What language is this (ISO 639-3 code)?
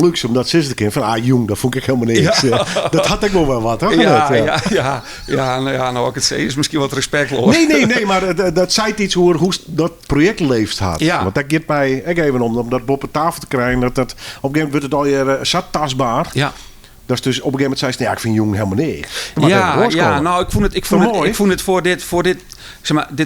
fry